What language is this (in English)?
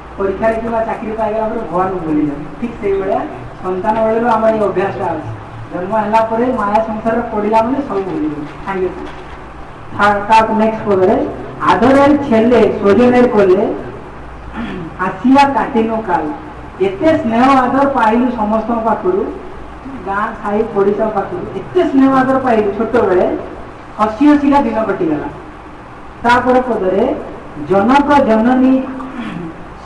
Odia